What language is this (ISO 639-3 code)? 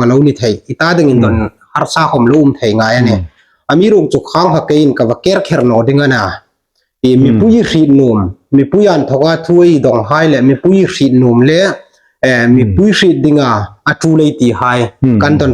hmr